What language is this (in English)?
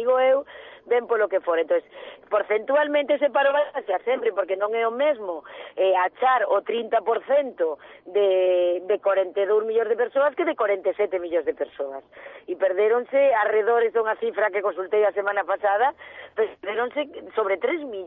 Galician